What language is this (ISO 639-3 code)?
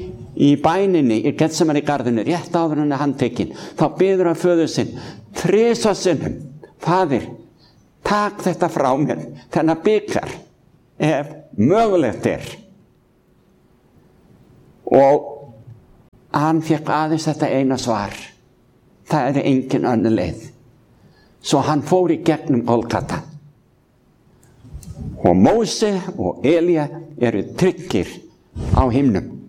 isl